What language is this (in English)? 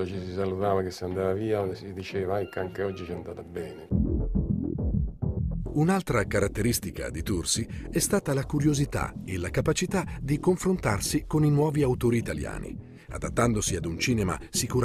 Italian